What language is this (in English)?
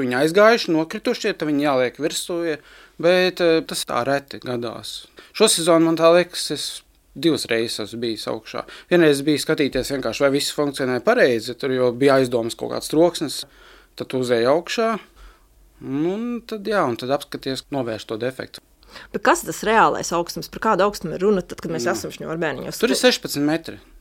Latvian